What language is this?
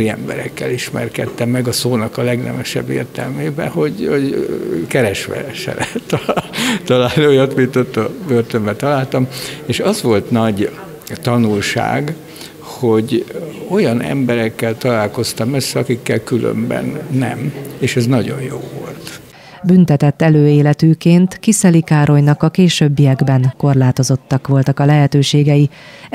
Hungarian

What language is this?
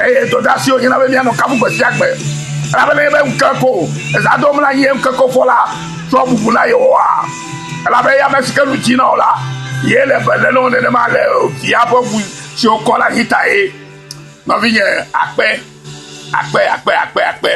Ewe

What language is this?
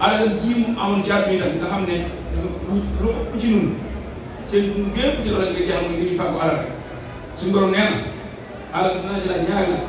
Wolof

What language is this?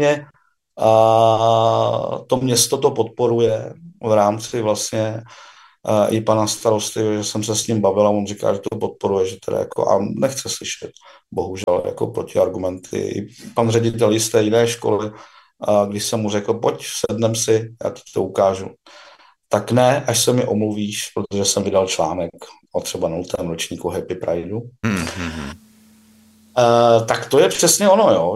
Czech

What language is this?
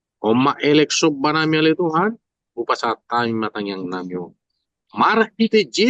Batak Toba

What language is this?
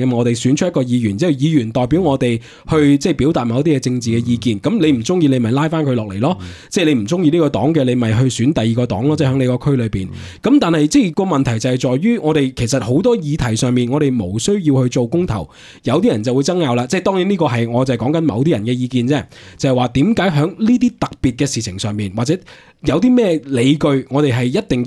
Cantonese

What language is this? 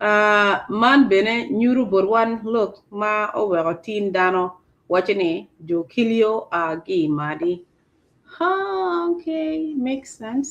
Acoli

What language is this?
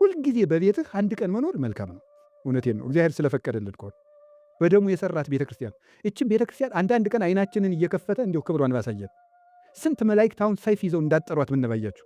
Amharic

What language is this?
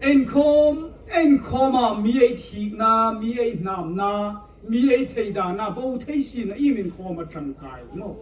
Hmar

